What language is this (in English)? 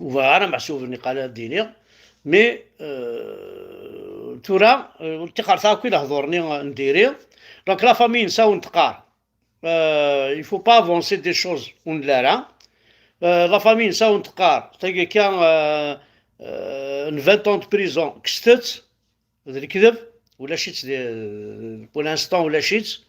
Kabyle